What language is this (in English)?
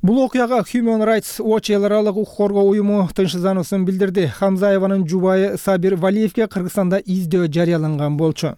Kyrgyz